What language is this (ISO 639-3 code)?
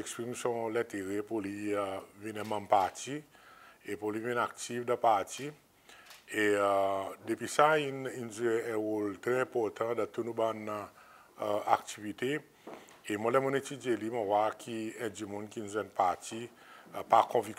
crs